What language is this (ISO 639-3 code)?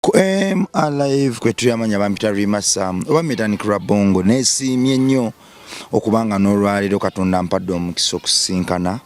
lug